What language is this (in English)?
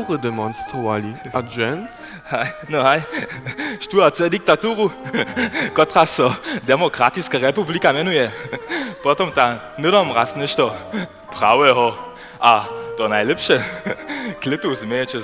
Upper Sorbian